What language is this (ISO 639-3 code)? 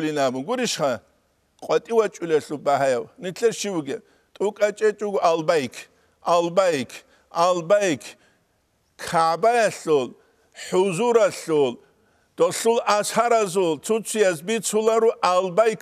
ava